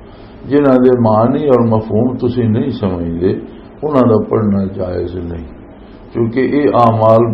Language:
Western Panjabi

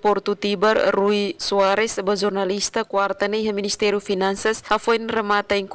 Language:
Tetum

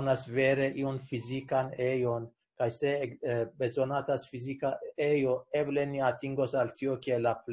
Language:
Esperanto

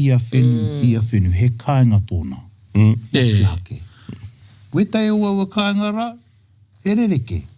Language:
Māori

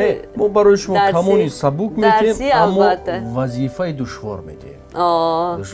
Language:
Tajik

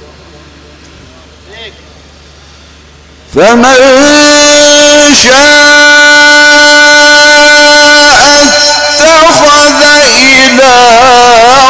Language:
Arabic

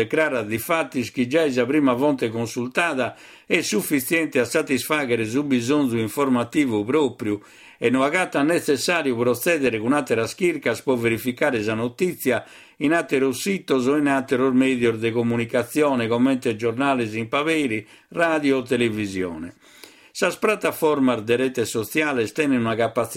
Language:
Sardinian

